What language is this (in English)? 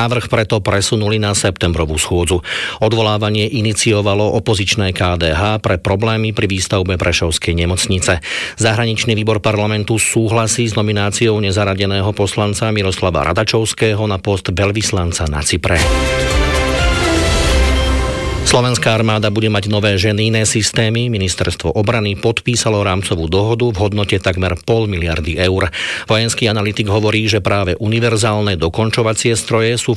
Slovak